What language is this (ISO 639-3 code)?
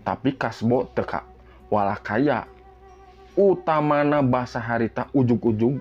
sun